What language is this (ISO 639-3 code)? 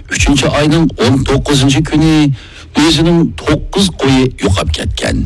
uig